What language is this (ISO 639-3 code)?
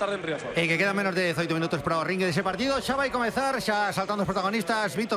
glg